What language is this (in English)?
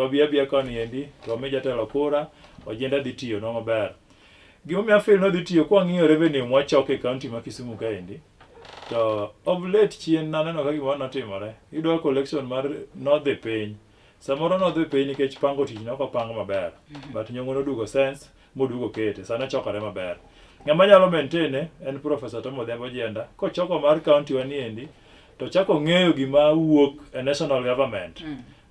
Luo (Kenya and Tanzania)